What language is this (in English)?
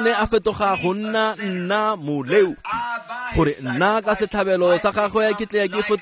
Tswana